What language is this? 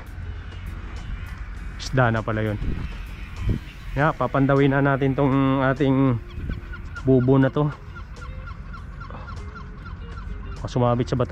Filipino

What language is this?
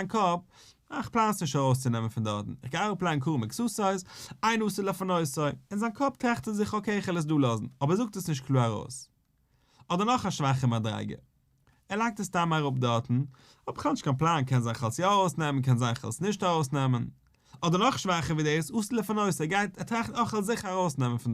Yiddish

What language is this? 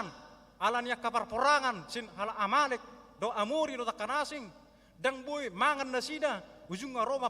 Batak Toba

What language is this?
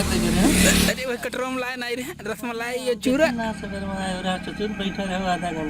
Awadhi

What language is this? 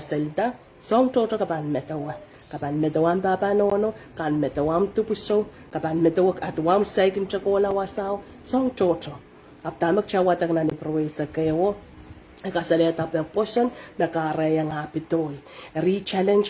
Pohnpeian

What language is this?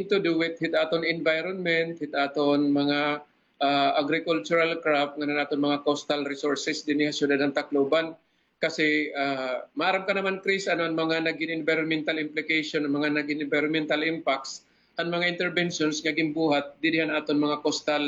Waray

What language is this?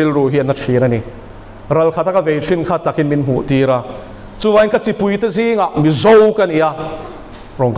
Mizo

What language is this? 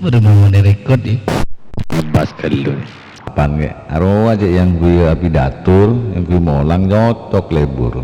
Madurese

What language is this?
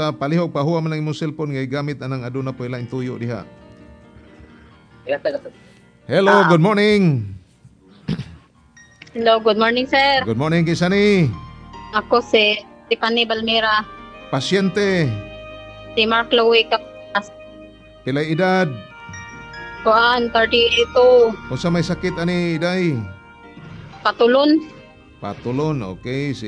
Cebuano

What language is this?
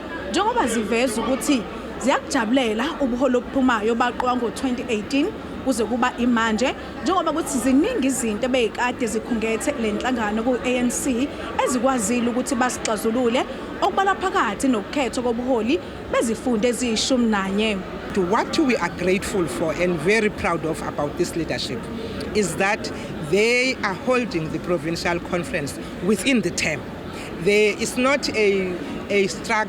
Zulu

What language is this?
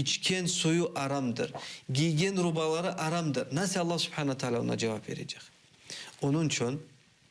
Crimean Tatar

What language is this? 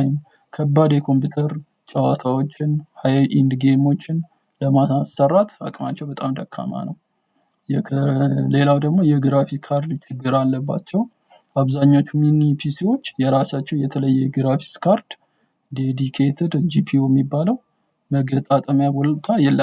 Amharic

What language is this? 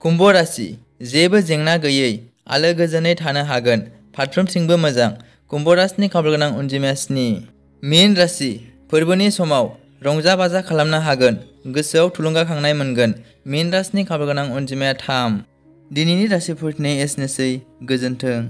Bodo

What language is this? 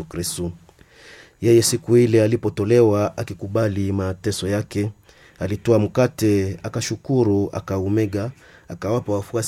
Swahili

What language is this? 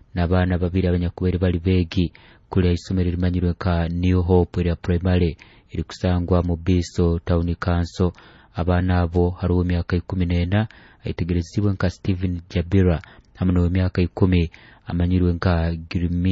Nyoro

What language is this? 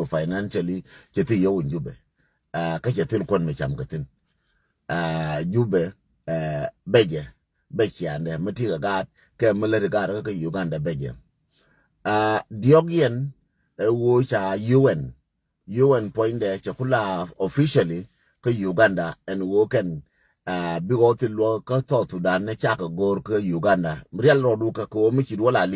Nuer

